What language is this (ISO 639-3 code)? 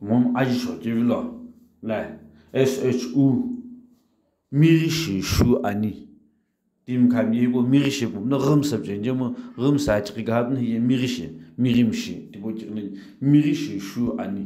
nsm